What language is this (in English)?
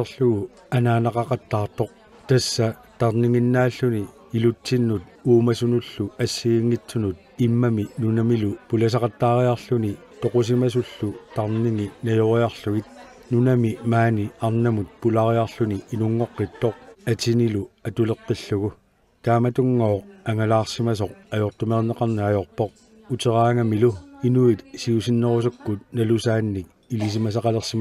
Kalaallisut